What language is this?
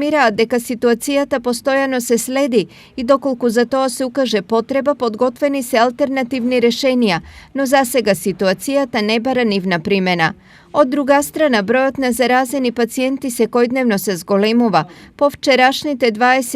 Macedonian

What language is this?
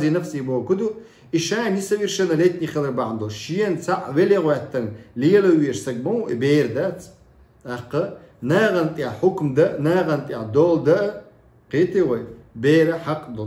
Chechen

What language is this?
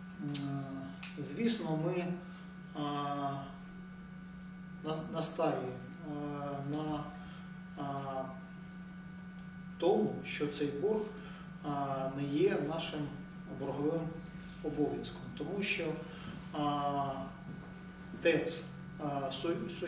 Ukrainian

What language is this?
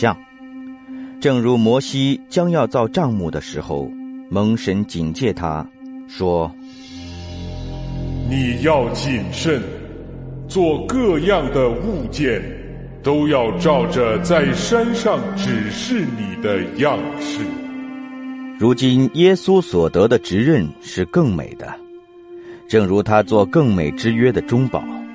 Chinese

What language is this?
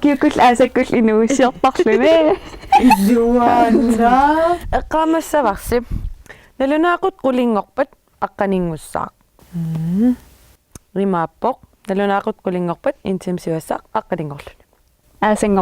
Kalaallisut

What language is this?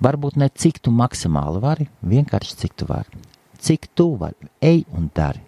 Latvian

